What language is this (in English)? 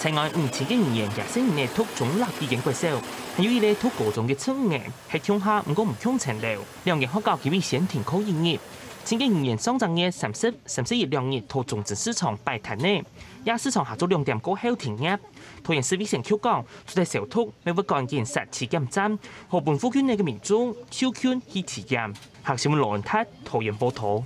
Hakka Chinese